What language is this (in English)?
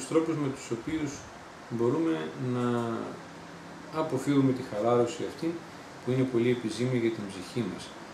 Greek